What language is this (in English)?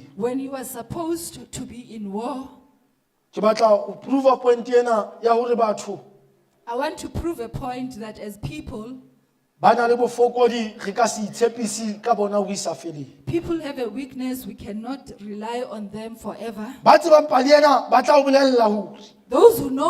Southern Sotho